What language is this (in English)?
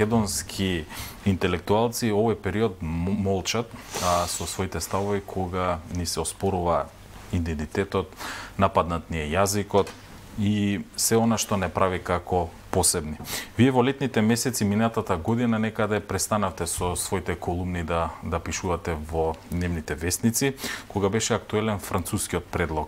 Macedonian